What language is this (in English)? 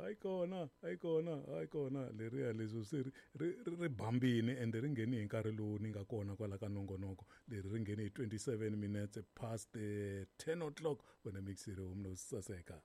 Tsonga